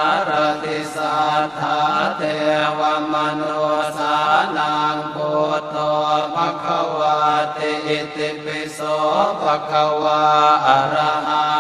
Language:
Pali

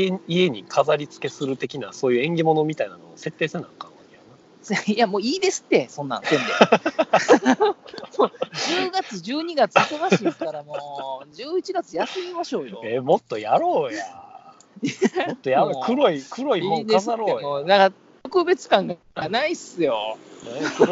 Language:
Japanese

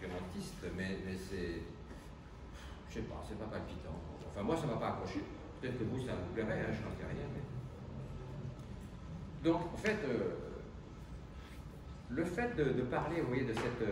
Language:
French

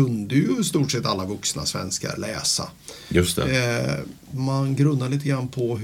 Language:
Swedish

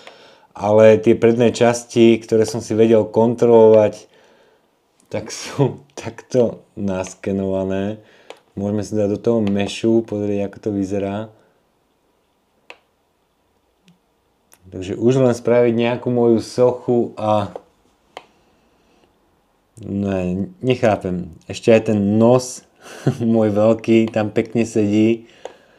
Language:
Slovak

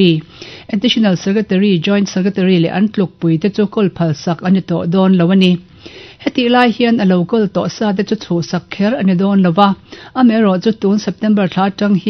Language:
Mizo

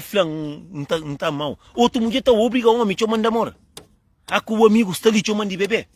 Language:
Kabuverdianu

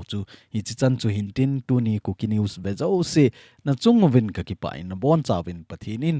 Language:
Thado Chin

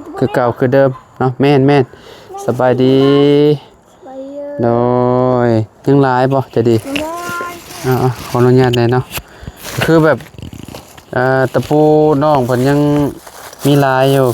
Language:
Lao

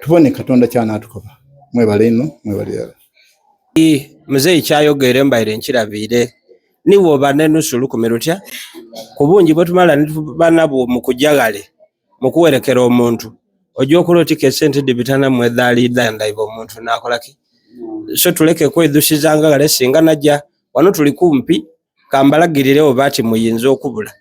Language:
Soga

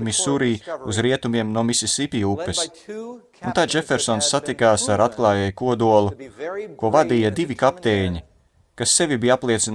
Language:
Latvian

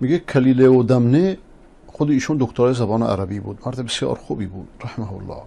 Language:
Persian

